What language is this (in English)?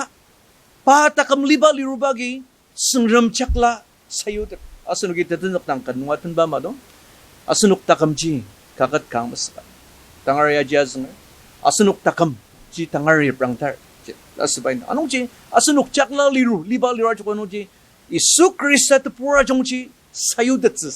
Ao Naga